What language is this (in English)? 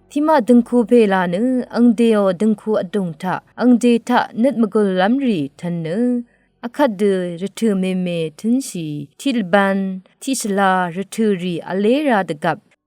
Rawang